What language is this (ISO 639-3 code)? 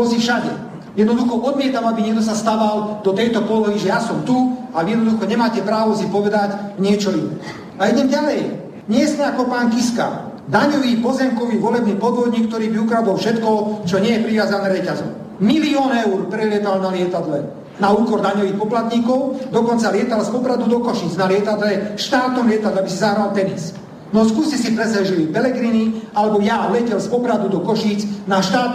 slk